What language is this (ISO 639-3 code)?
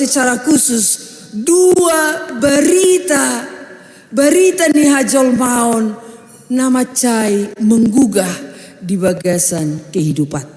bbc